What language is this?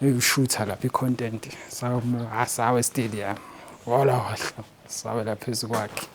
Zulu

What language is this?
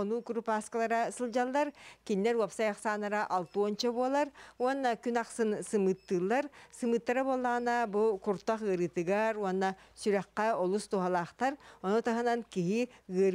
Yakut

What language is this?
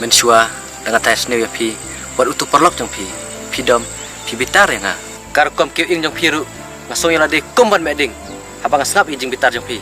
Khasi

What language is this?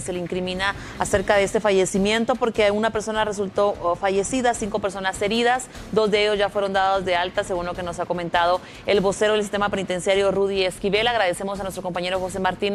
Spanish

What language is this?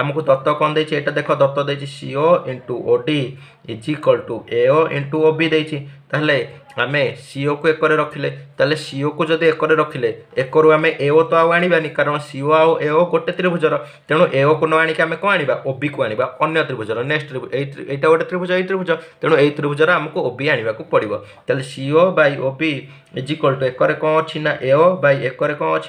Odia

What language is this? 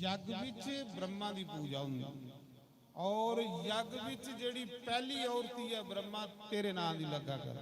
Dogri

